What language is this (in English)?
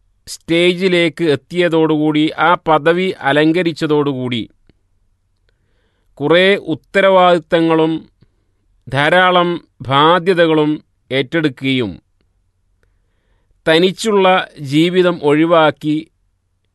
Malayalam